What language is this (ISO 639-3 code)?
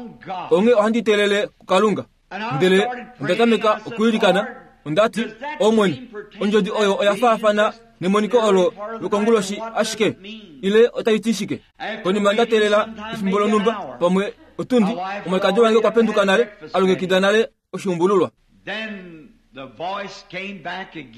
kua